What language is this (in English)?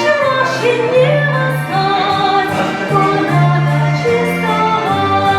Chuvash